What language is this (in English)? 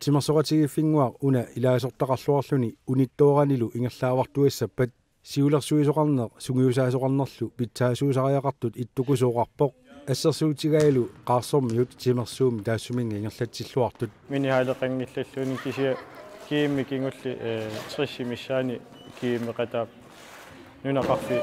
Kalaallisut